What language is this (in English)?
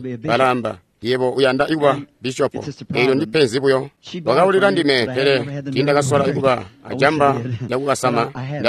Tonga (Zambia)